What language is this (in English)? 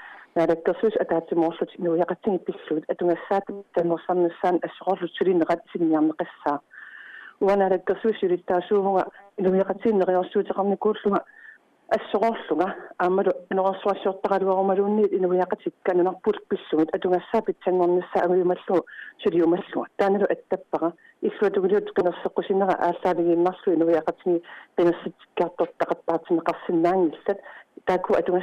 Kalaallisut